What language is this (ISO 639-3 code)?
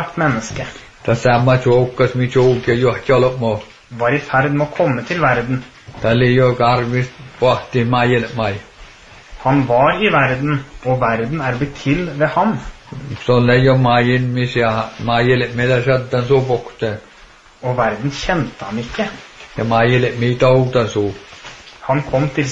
nor